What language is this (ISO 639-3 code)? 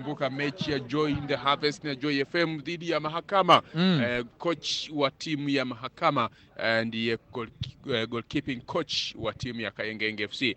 swa